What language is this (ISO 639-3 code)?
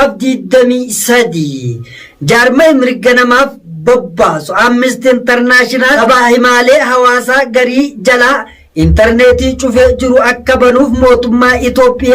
orm